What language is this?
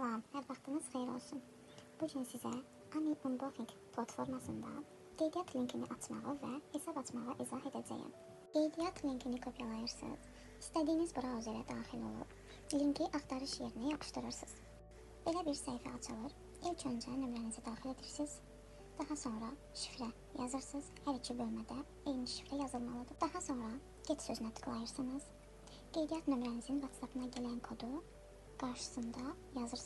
Azerbaijani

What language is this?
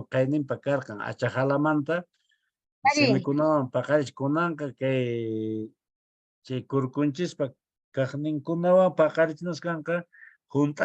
Quechua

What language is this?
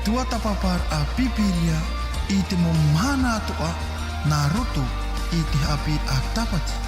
Tahitian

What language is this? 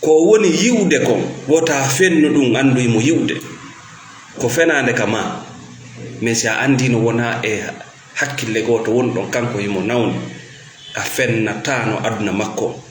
Fula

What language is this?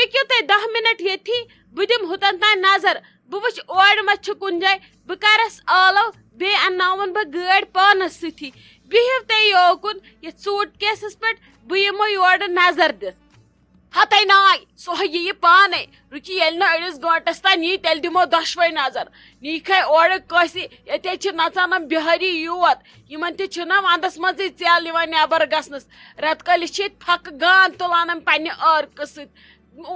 Kashmiri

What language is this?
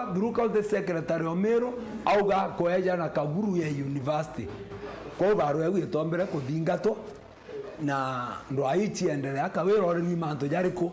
Meru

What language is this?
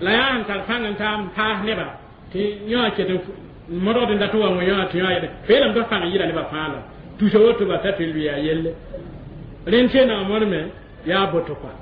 Mossi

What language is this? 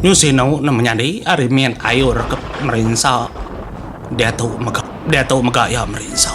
Iban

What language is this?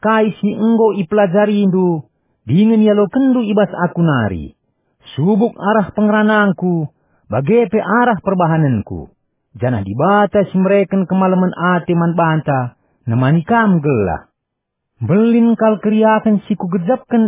Batak Karo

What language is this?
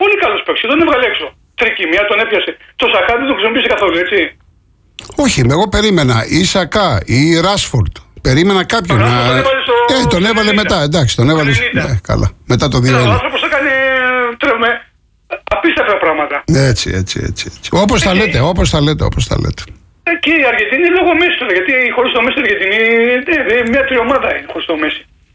Greek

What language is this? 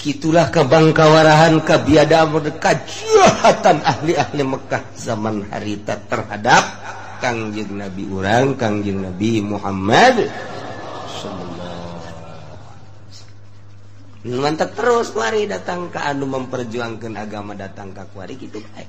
Sundanese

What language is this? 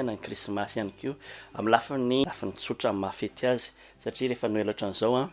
Malagasy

